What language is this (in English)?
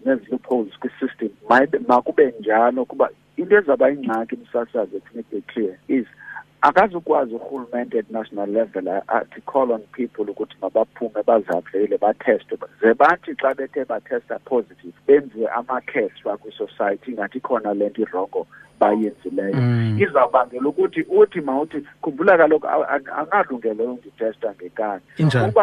Xhosa